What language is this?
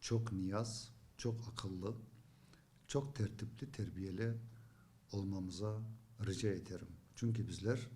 Crimean Tatar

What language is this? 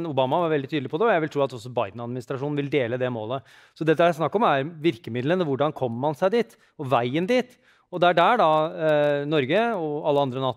Norwegian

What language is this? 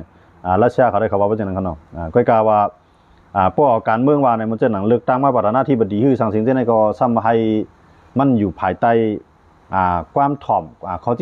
Shan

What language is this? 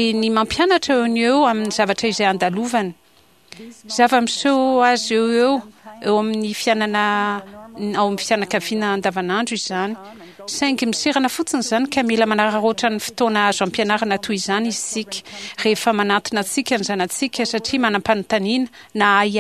Malagasy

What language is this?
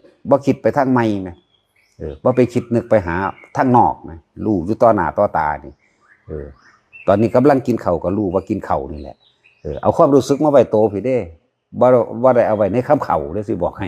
Northeastern Thai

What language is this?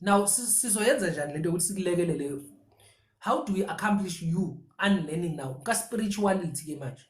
Zulu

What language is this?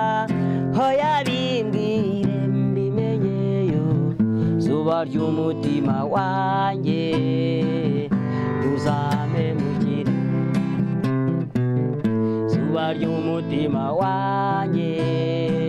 Kinyarwanda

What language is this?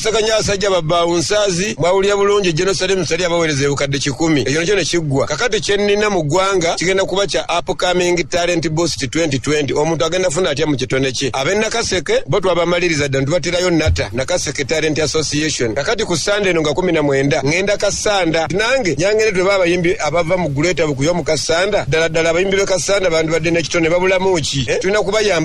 Ganda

